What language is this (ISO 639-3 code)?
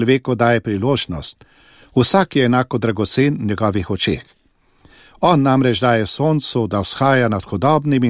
slv